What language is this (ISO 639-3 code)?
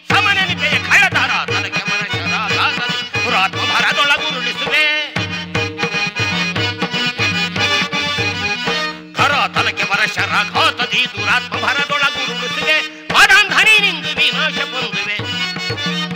kan